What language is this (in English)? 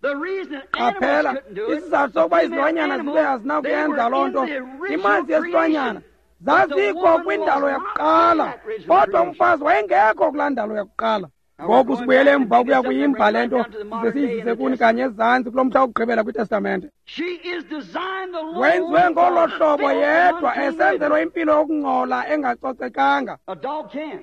Xhosa